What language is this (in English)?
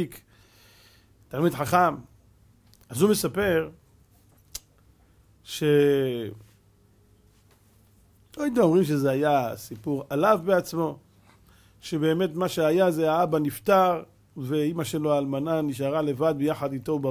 Hebrew